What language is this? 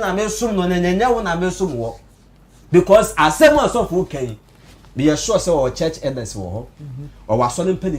Akan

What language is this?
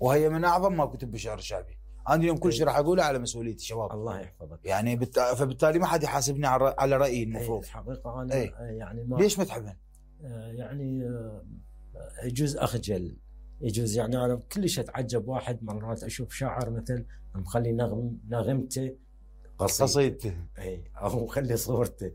Mesopotamian Arabic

